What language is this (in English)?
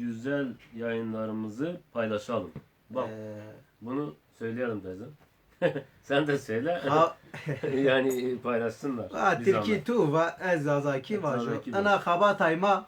Zaza